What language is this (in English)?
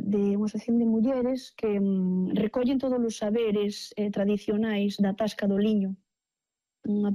Galician